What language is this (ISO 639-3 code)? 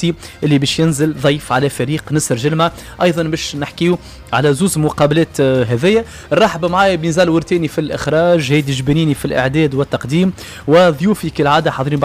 aeb